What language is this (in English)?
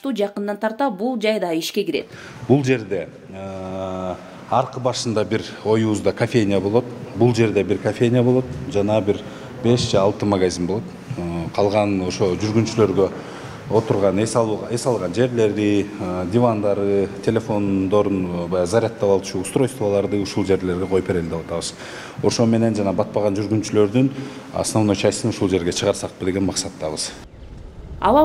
Kyrgyz